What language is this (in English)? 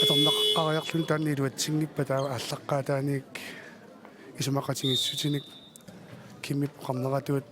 Kalaallisut